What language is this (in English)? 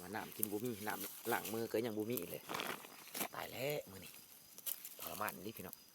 Lao